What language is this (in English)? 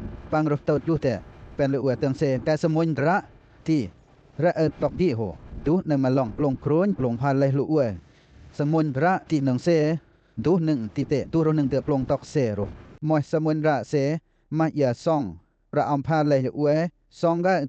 Western Lawa